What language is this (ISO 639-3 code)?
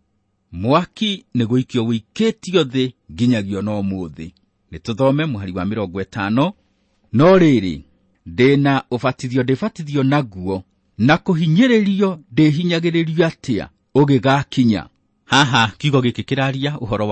kik